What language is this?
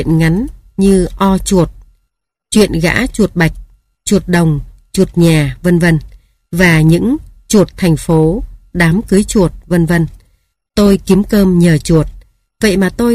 Vietnamese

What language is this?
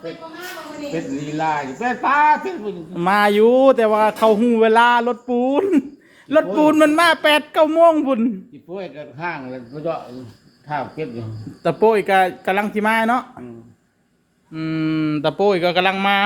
Northeastern Thai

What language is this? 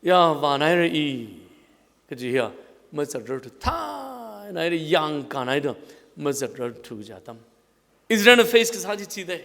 Tangkhul Naga (India)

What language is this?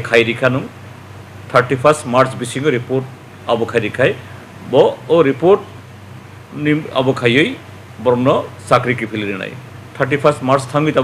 Kok Borok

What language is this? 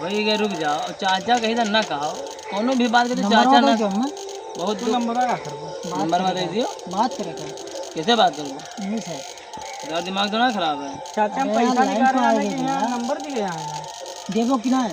Awadhi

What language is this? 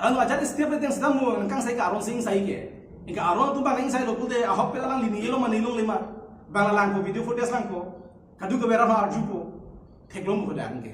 Karbi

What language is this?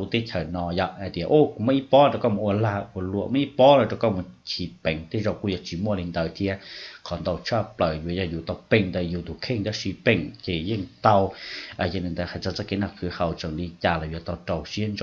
Hmong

